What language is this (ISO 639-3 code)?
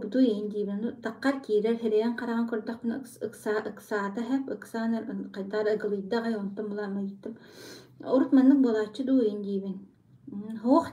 sah